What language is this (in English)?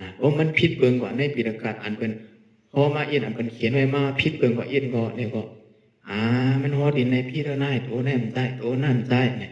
Shan